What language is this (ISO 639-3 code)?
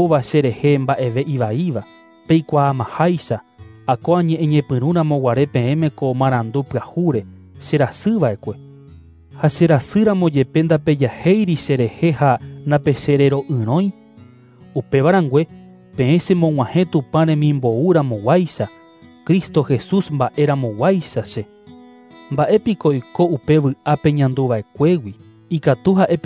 grn